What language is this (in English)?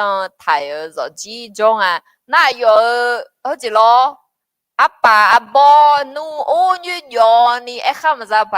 Akha